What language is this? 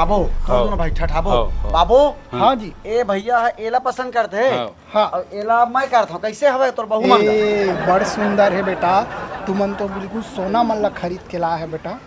Chhattisgarhi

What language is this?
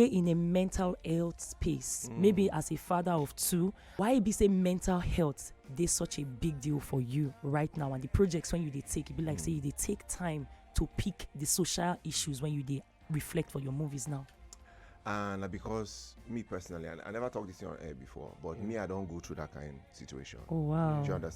Nigerian Pidgin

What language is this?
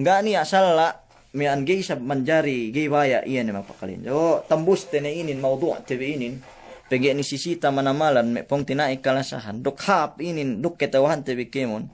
Yakan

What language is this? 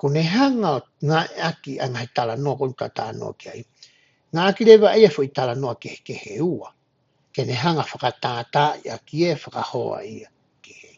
Tongan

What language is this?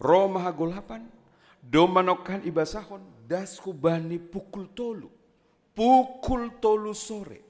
Batak Simalungun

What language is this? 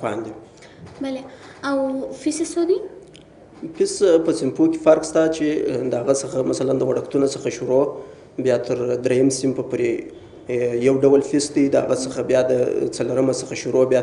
Pashto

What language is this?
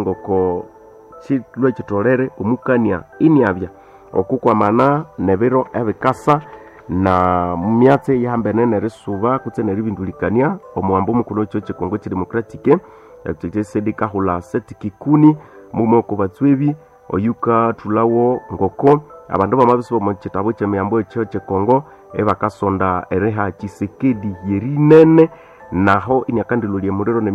Nande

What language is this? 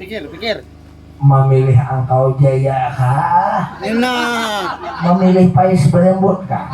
Banjar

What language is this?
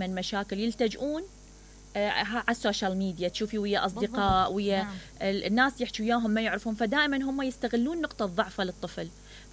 Mesopotamian Arabic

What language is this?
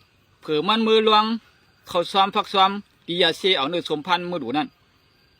Shan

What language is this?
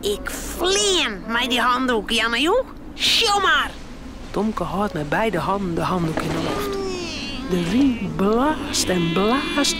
Western Frisian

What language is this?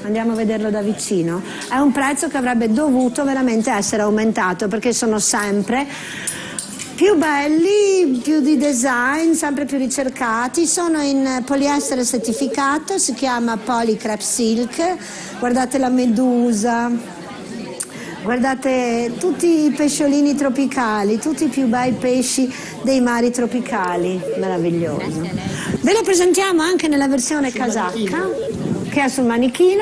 Italian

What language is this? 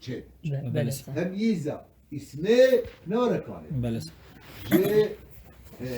Kurdish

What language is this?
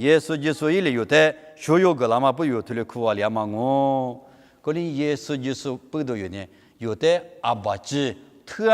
Lisu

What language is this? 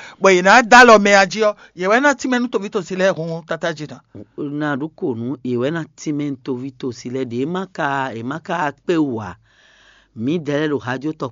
Fon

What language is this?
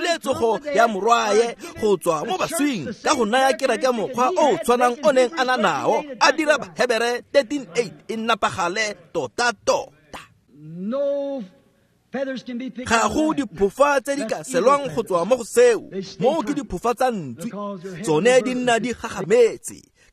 Tswana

